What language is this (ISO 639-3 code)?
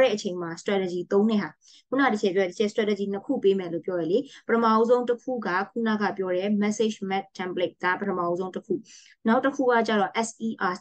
mya